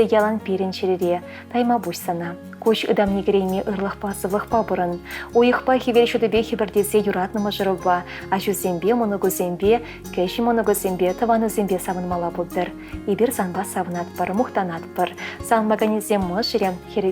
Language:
Chuvash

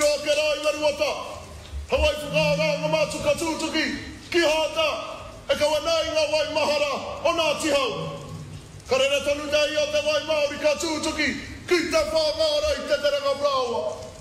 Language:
Māori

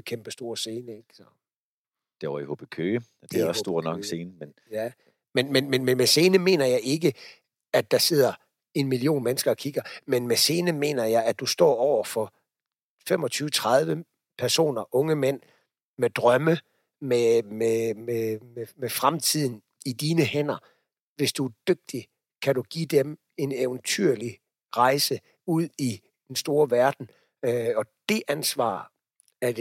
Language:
Danish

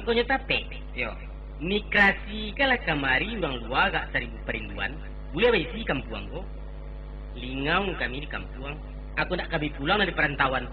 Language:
Minangkabau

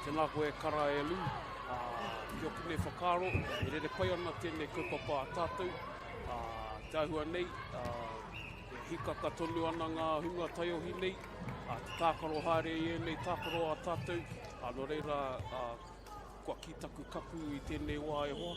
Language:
Māori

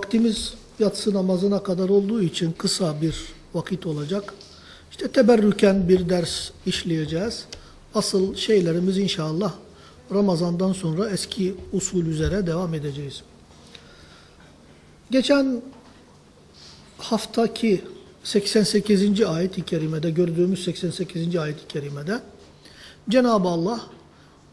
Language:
Turkish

